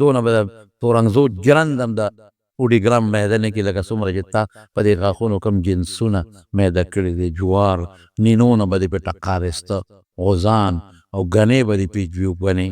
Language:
Pashto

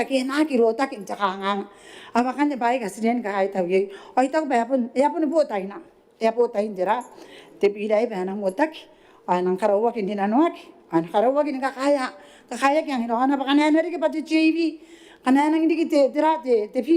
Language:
Gilbertese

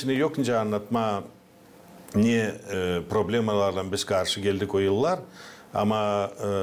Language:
Gagauz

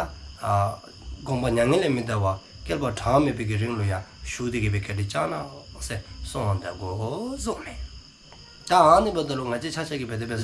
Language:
Dzongkha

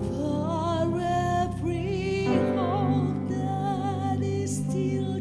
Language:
Hiligaynon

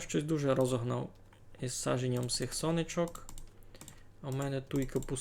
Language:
Rusyn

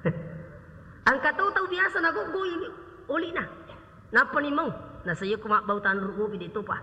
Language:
Buginese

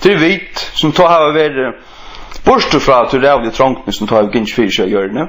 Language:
Faroese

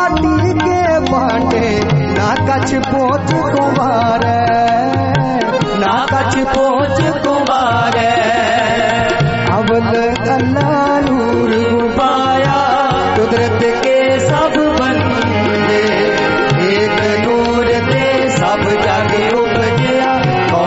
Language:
Punjabi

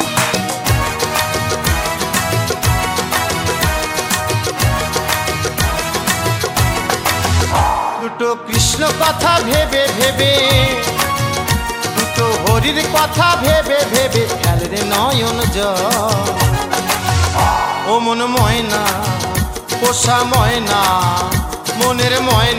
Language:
Bangla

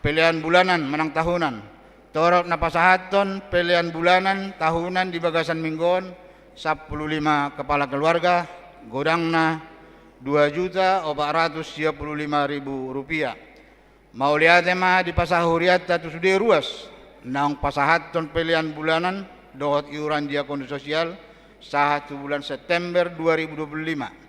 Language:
Batak Toba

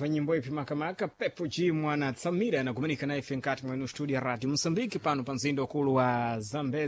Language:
Sena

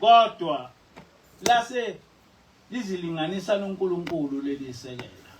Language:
Zulu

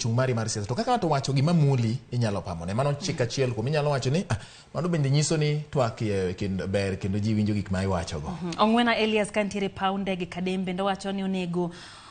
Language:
Luo (Kenya and Tanzania)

